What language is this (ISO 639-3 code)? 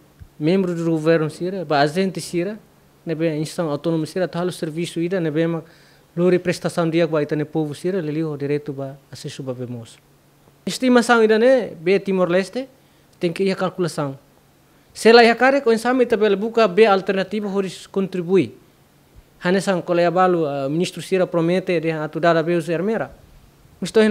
tet